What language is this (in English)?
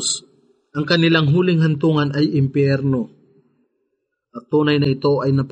Filipino